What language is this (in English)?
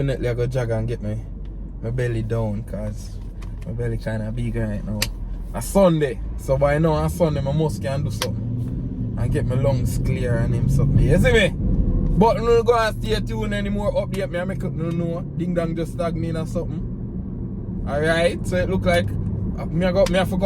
Jamaican Creole English